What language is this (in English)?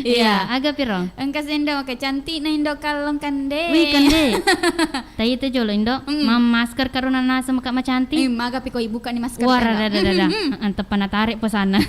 Buginese